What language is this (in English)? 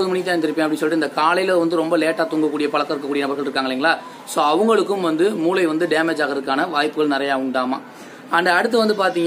Tamil